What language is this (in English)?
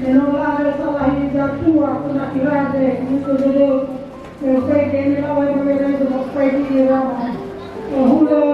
Nias